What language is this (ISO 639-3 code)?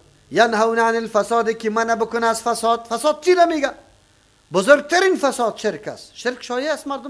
fas